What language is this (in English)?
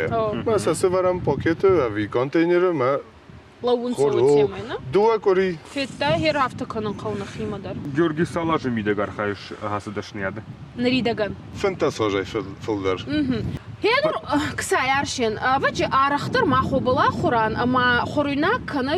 Ossetic